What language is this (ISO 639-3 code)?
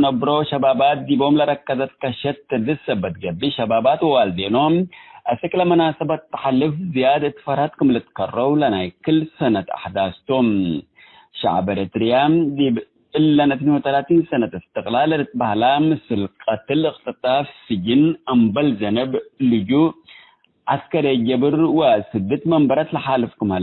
tig